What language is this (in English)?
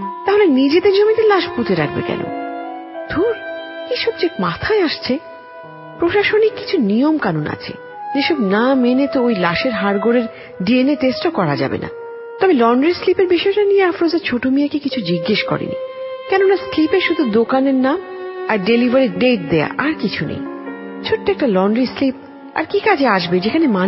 Bangla